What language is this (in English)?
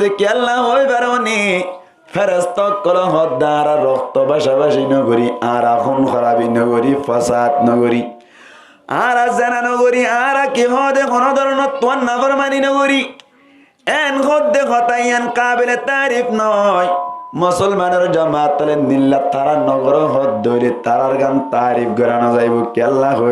Rohingya